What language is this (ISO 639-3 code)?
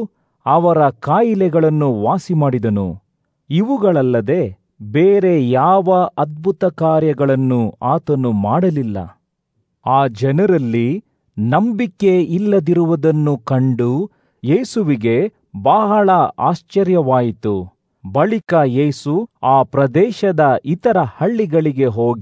kan